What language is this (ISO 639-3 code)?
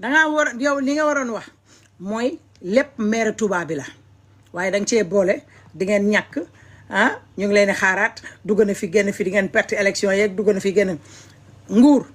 wol